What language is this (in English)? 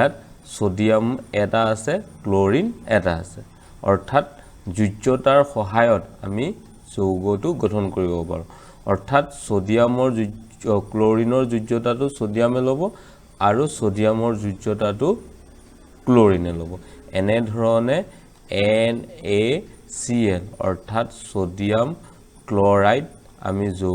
Assamese